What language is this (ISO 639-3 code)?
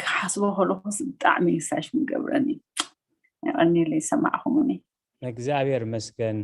tir